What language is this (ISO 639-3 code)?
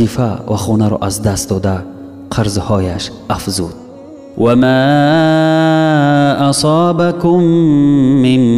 tgk